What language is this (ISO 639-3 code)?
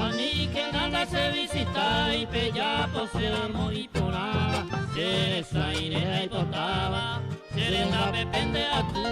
grn